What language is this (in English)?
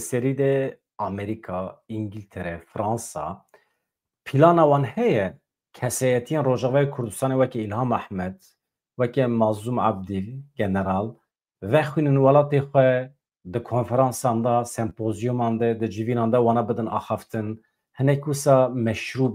Kurdish